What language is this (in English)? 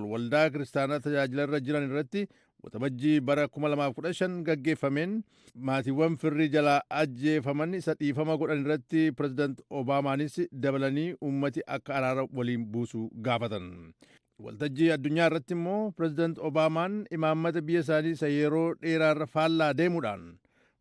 Oromo